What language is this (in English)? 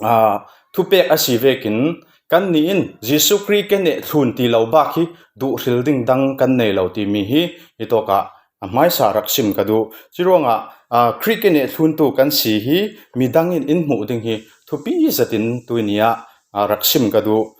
Falam Chin